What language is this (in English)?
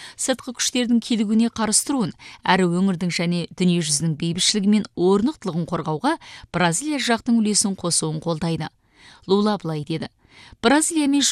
Kazakh